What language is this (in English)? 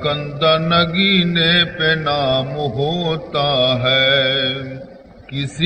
Baluchi